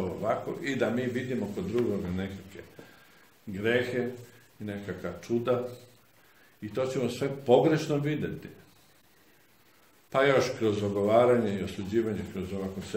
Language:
Serbian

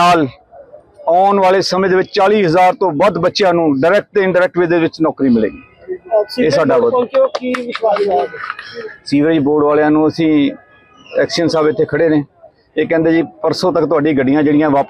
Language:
Punjabi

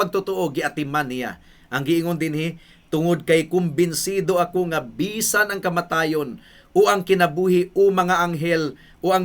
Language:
Cebuano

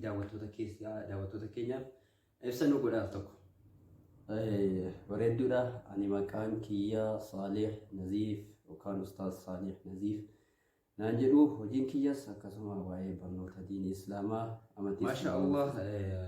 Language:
Oromo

